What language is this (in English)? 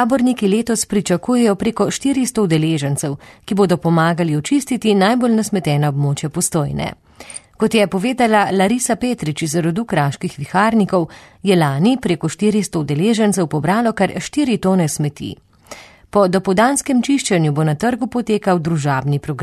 Slovenian